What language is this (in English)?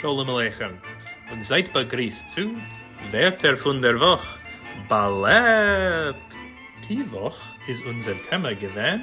Yiddish